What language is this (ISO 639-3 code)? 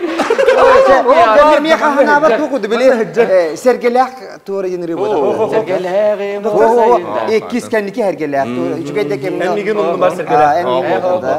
sah